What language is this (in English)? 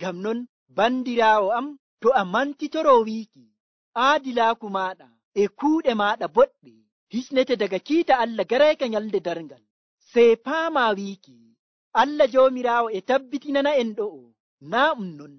Nigerian Fulfulde